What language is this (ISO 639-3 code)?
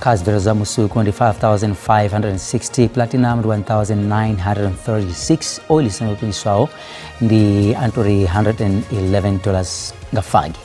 ven